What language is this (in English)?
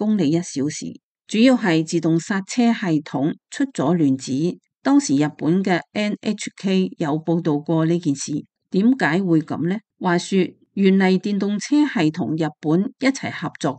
Cantonese